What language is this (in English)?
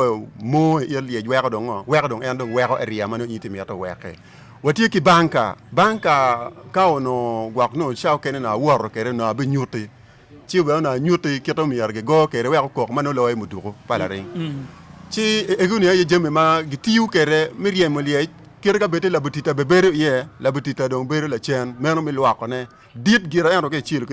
Acoli